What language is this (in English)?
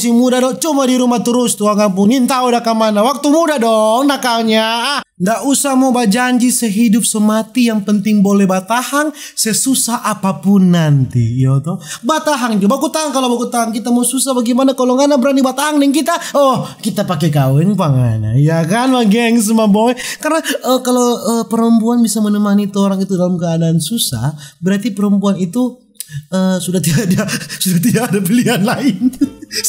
Manado Malay